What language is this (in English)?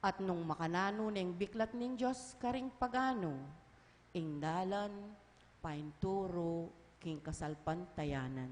Pampanga